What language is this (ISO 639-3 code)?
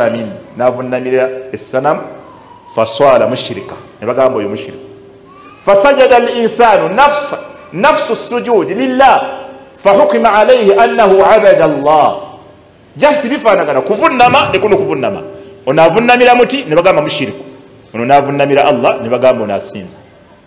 lug